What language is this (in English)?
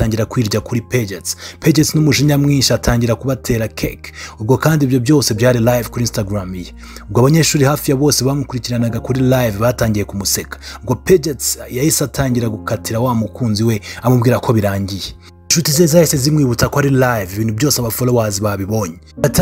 Kinyarwanda